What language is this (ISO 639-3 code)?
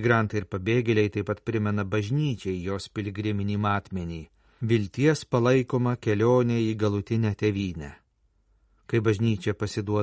lit